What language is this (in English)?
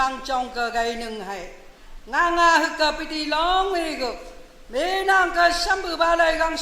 Naga Pidgin